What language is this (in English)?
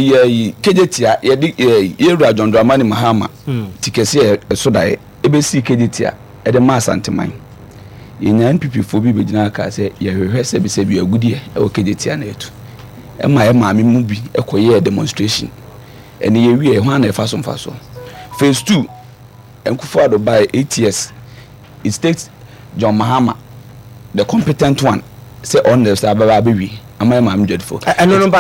Akan